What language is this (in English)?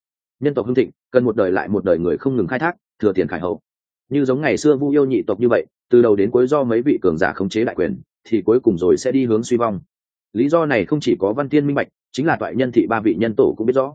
Vietnamese